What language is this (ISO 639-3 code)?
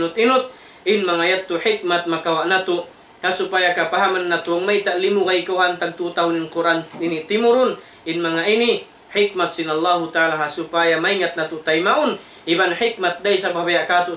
tsg